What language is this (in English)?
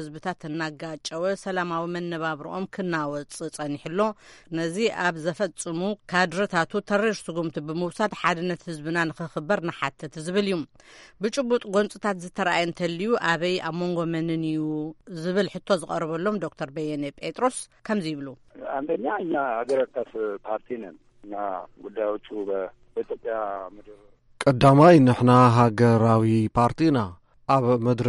Tigrinya